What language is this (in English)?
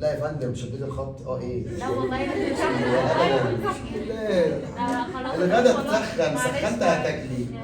Egyptian Arabic